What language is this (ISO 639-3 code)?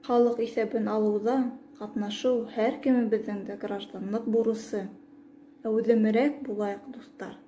bak